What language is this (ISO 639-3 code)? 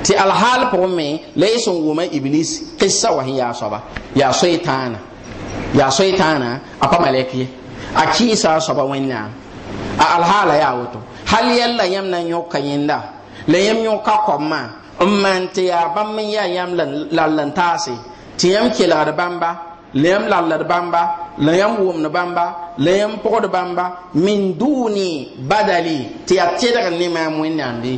mos